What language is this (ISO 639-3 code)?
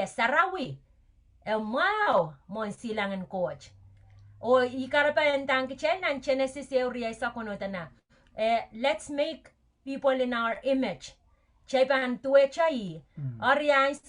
pon